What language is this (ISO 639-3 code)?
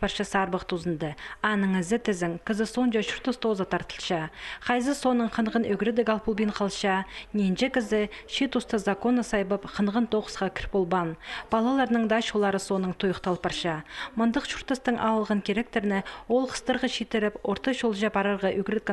kjh